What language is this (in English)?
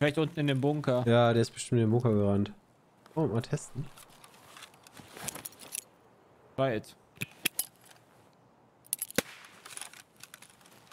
German